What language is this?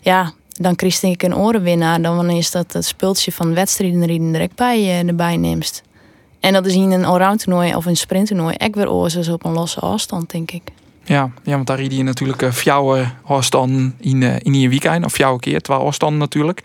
Western Frisian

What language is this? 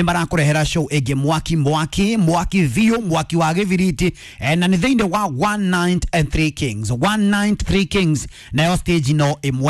Kikuyu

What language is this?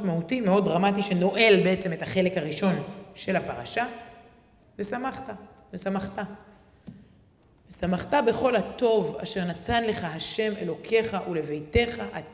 Hebrew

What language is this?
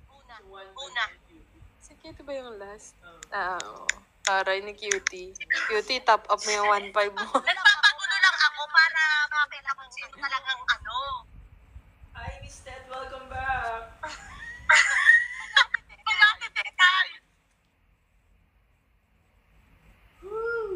Filipino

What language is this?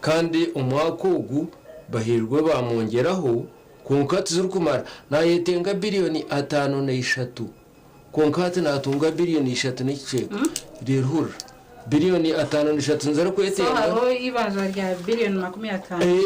Nyankole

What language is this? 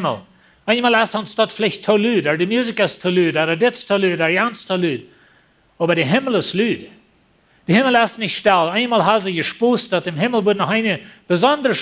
Plautdietsch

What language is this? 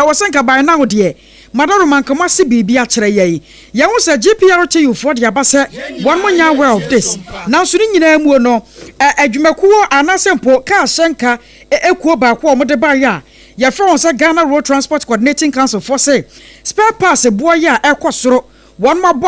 Akan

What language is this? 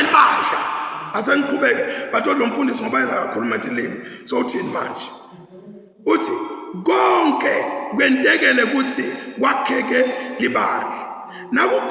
Zulu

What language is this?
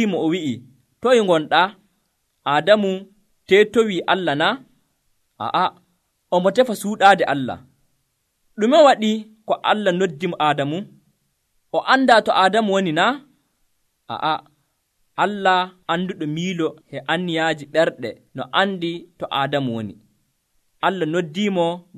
Nigerian Fulfulde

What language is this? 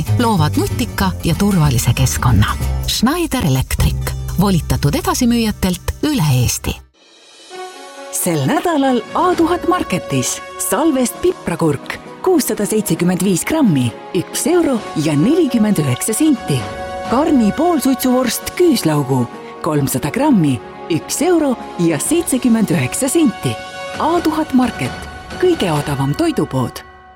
Estonian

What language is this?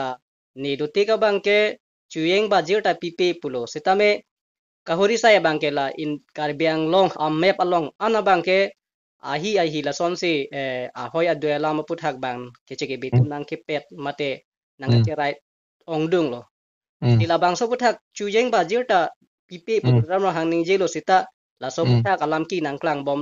Karbi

